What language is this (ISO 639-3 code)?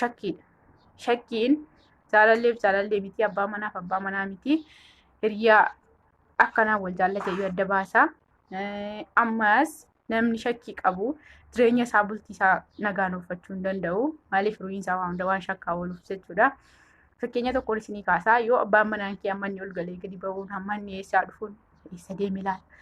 orm